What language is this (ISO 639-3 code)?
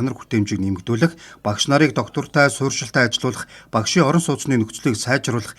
mon